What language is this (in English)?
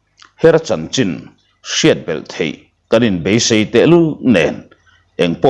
Mizo